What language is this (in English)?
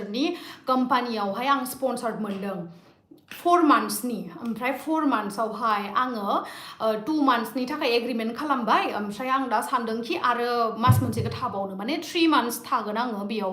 Bodo